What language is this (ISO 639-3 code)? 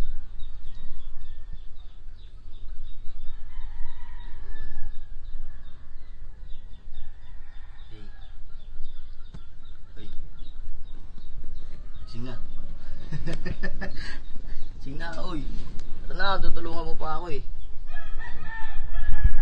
fil